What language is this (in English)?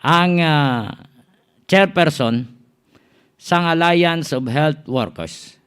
Hiligaynon